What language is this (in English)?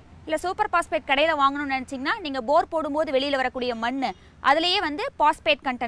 Tamil